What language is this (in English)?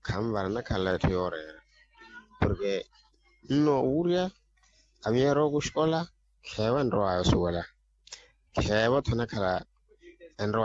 Makhuwa